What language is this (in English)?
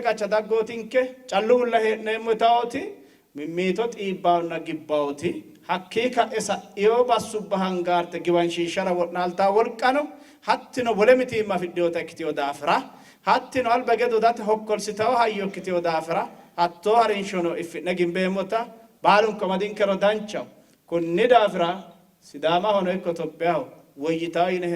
Sidamo